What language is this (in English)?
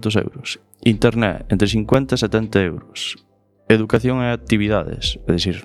Galician